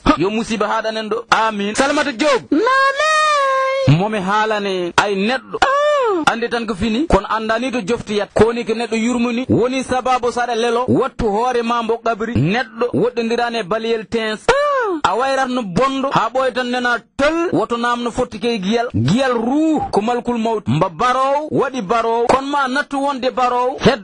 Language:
Fula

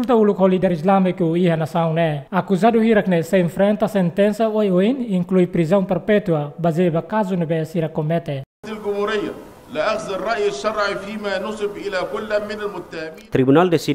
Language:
Tetum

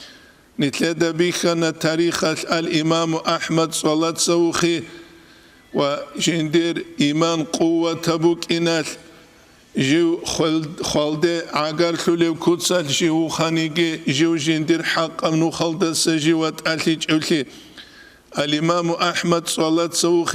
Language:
Avaric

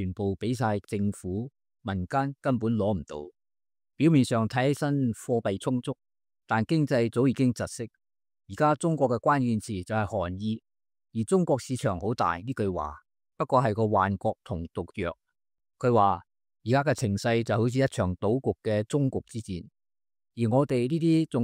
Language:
Cantonese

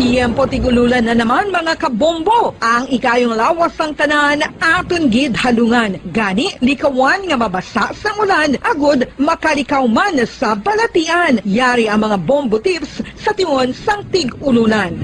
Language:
Hiligaynon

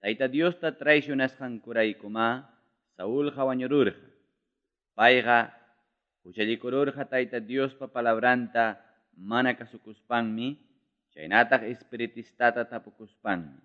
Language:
Ayacucho Quechua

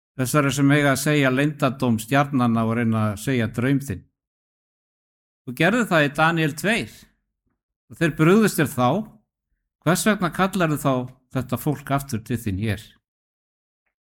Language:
Icelandic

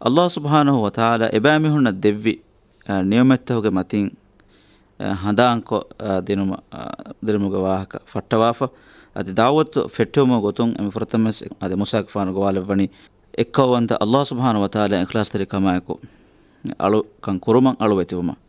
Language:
Divehi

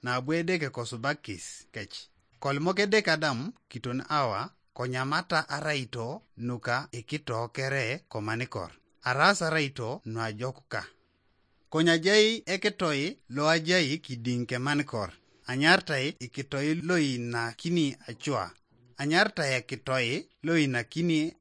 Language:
Teso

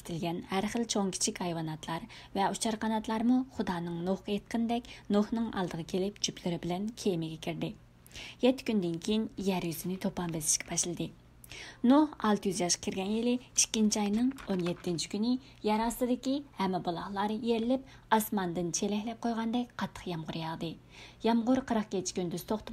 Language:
Uyghur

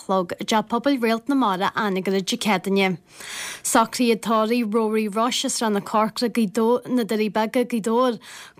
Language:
Irish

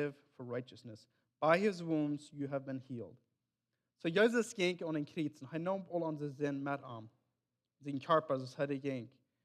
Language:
Plautdietsch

